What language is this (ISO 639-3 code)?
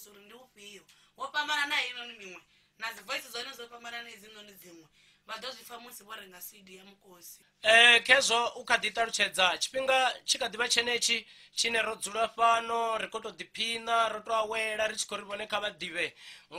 ven